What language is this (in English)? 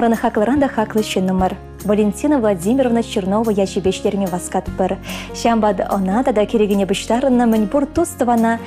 Chuvash